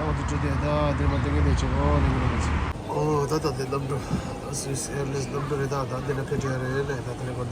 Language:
Tibetan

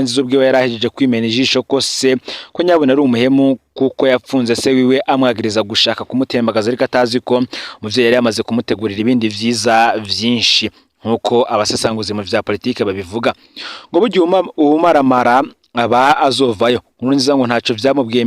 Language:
Rundi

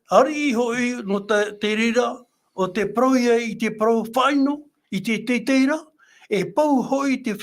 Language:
Tahitian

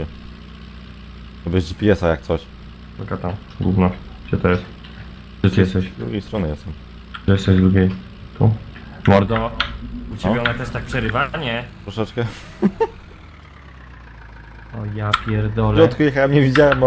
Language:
Polish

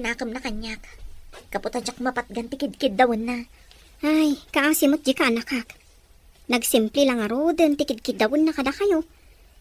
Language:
Iloko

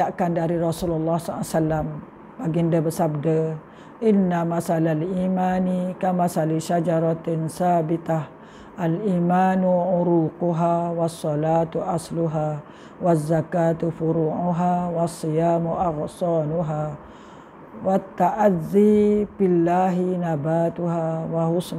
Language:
Malay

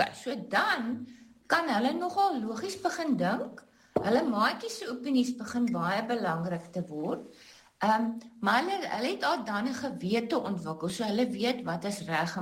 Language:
Afrikaans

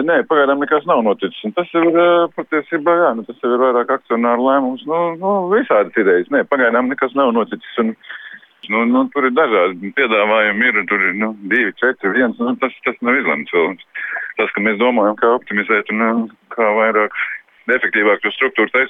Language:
Latvian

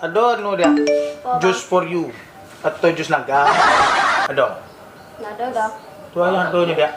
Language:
Minangkabau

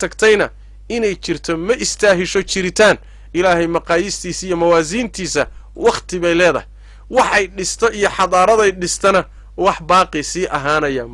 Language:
Somali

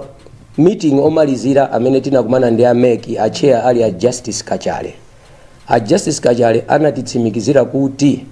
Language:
Nyanja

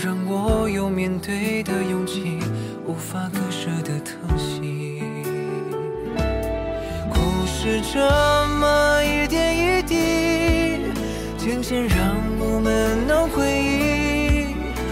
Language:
Chinese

